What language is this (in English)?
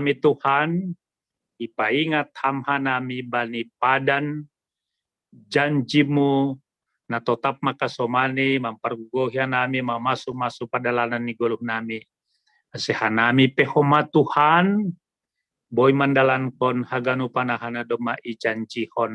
Batak Simalungun